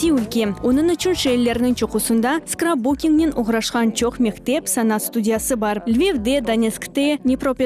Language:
Crimean Tatar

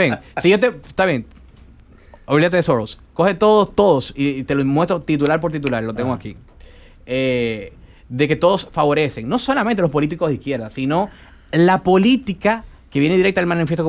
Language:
Spanish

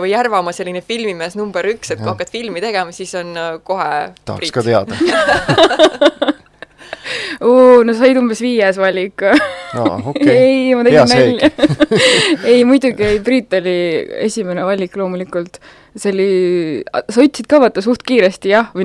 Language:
Estonian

